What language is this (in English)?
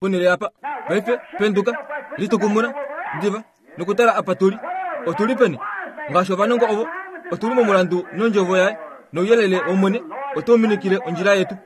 Kuanyama